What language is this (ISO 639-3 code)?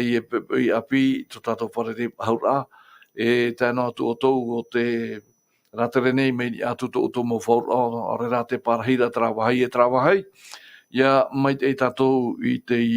tah